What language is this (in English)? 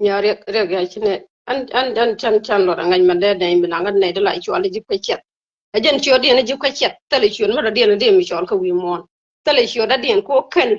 Nuer